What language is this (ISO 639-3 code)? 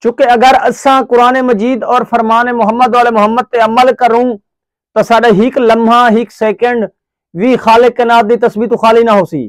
skr